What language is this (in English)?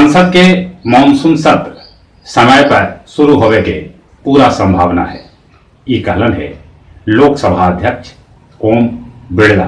Magahi